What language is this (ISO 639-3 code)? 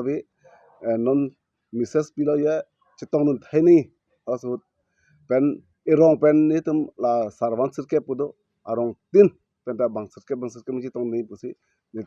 mjw